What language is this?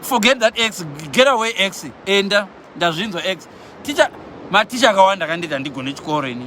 Shona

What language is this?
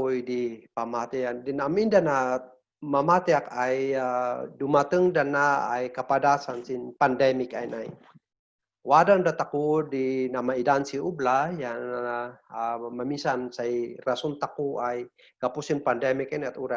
Kankanaey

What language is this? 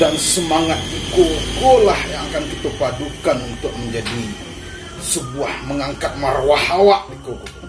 Minangkabau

